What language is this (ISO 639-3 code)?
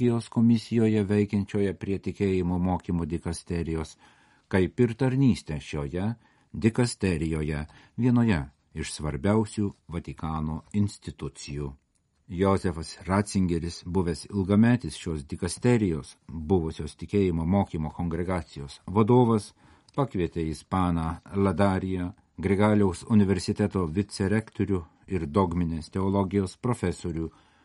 lit